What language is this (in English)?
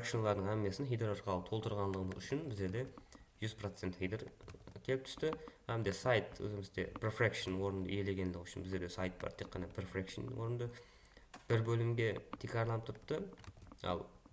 Kara-Kalpak